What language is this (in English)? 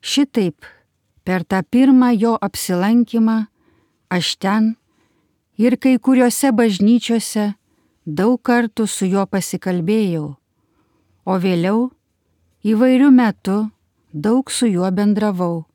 Lithuanian